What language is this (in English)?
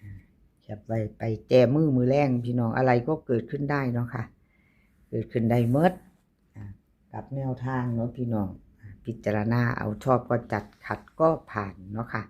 Northeastern Thai